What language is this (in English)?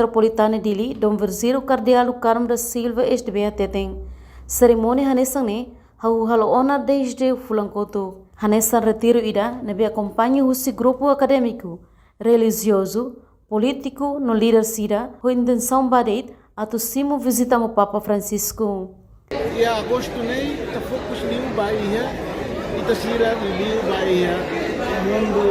Tetum